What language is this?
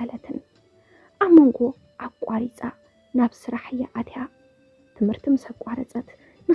Tigrinya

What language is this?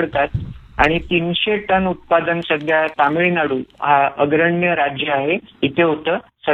Marathi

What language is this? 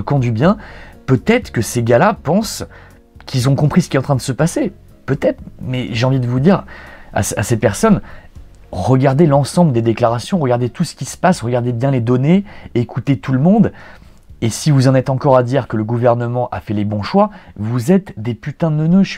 French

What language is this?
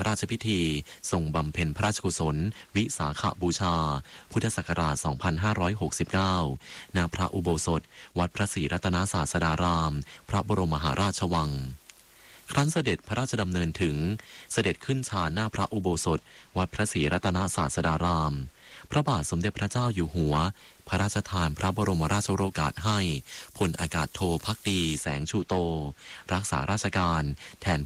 Thai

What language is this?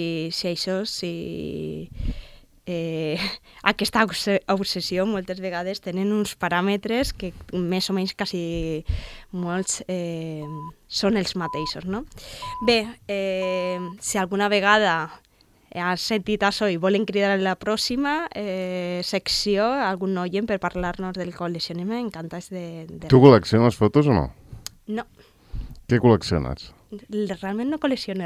Catalan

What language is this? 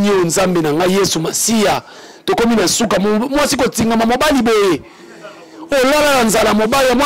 Lingala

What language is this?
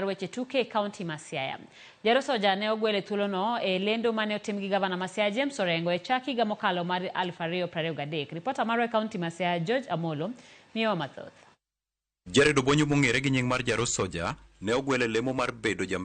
Luo (Kenya and Tanzania)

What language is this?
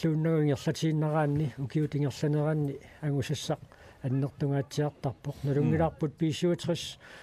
Kalaallisut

